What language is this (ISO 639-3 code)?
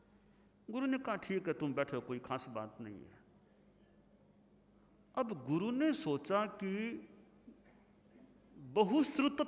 hin